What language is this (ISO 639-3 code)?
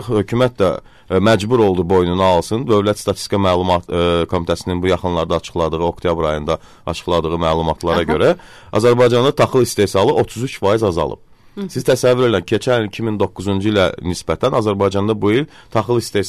aze